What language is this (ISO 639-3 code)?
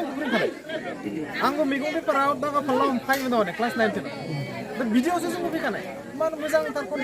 brx